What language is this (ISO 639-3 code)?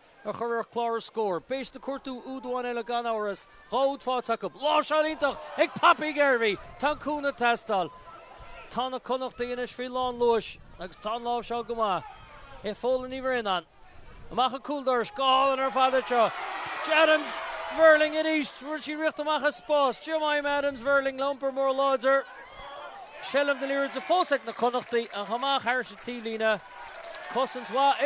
gle